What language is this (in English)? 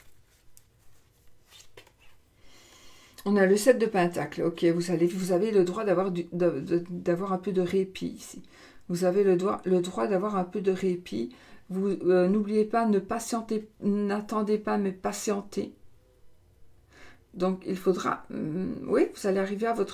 French